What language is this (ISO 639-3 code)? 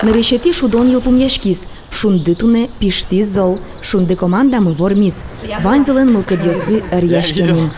udm